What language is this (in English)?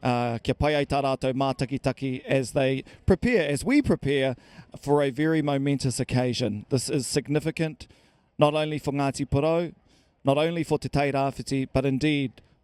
Māori